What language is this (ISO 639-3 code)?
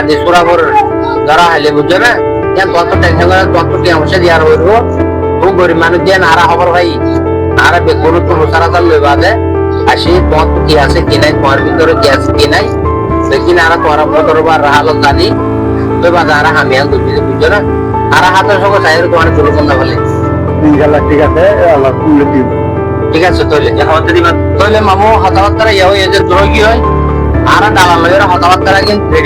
rhg